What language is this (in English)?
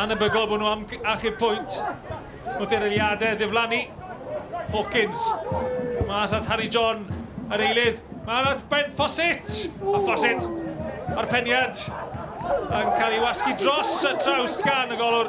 Welsh